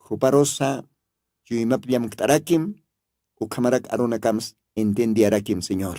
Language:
Aymara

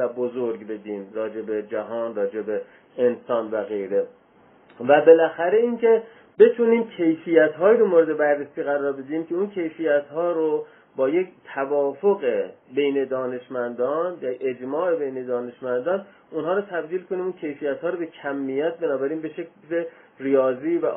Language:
Persian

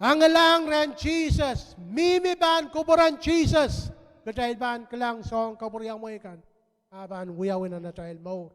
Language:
Pohnpeian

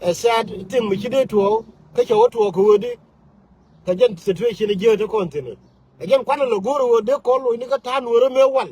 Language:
Nuer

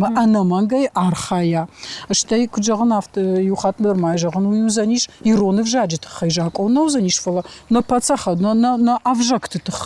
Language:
Ossetic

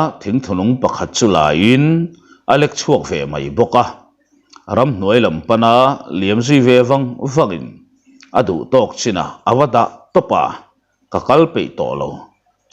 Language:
Mizo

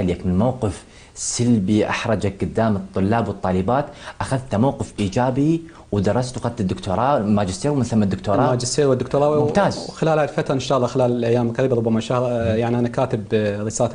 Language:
Mesopotamian Arabic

